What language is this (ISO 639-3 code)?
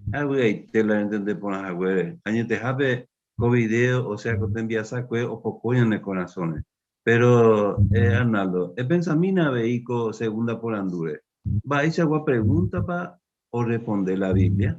grn